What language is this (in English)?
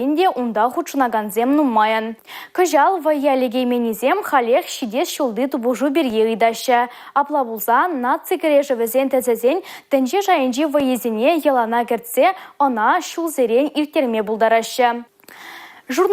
Chuvash